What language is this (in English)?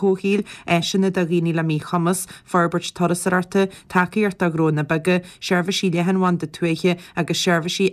Irish